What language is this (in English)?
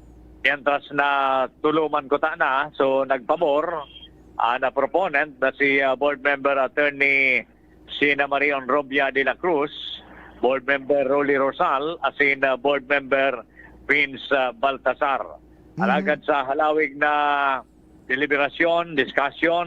Bikol